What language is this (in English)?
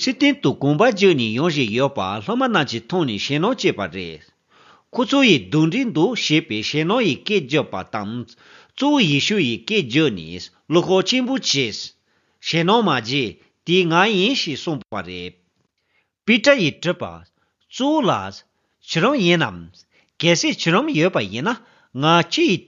Tibetan